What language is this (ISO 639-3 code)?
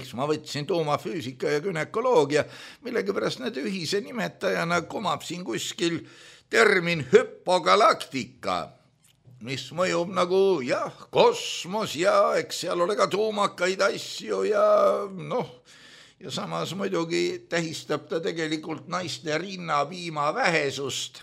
est